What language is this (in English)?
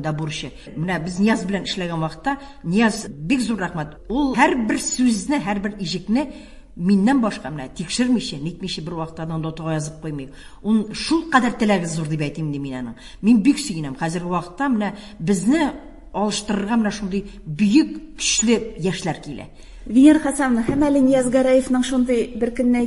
Tatar